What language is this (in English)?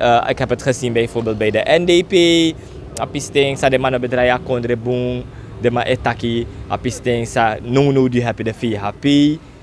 Sranan Tongo